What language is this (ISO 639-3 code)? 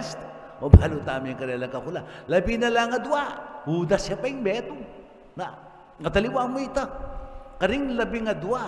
pam